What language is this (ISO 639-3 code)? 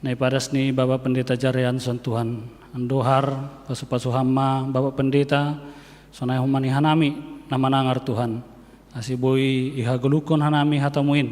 bts